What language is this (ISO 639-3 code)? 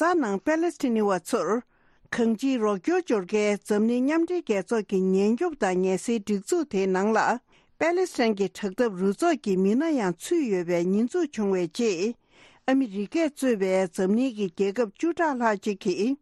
bod